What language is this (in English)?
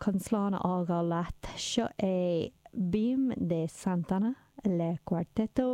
Irish